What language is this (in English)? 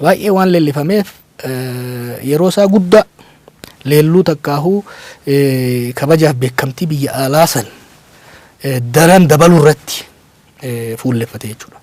Oromo